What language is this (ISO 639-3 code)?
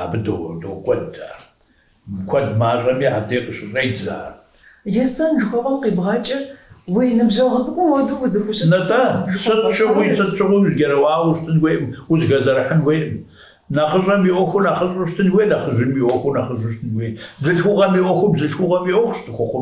kbd